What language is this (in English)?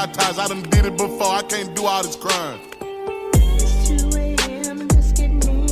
Swiss German